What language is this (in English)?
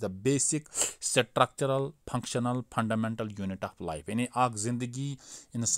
Kashmiri